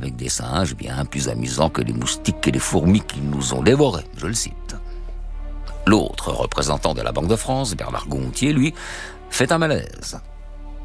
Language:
French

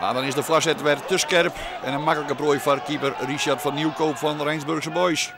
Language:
Western Frisian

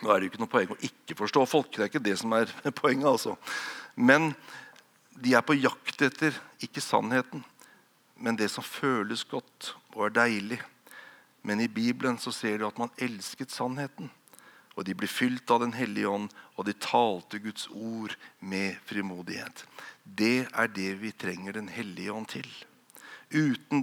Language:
Norwegian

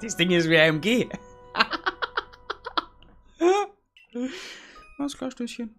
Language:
Bavarian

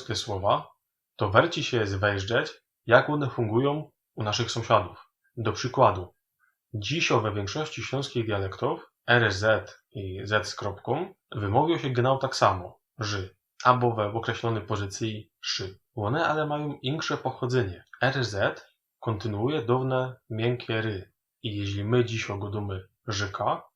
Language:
Silesian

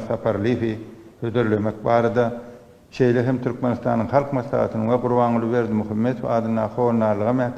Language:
Turkmen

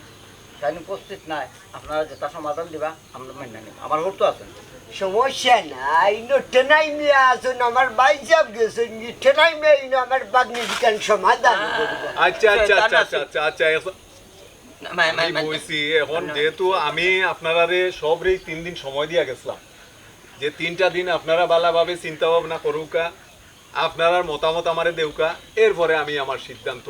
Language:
Sylheti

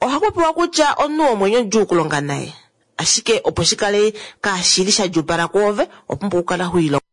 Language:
Kuanyama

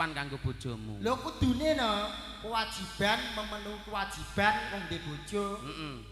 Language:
Javanese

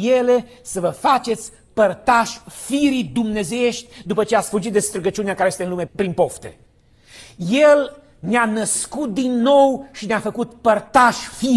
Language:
Romanian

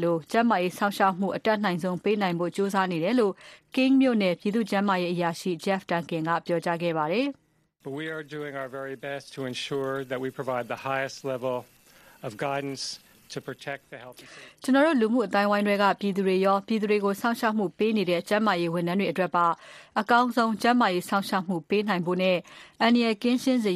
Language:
Burmese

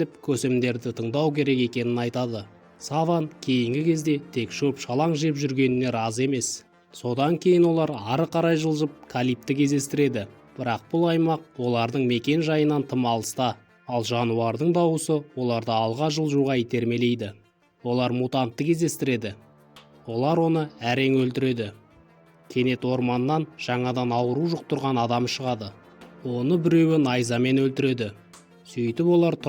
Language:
Kazakh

